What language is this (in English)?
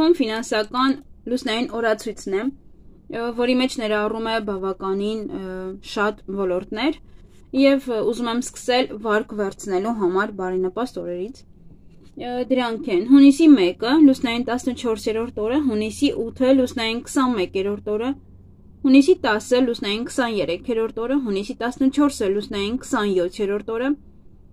Armenian